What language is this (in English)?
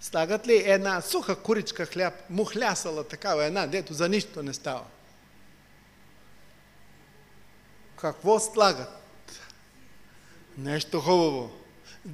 Bulgarian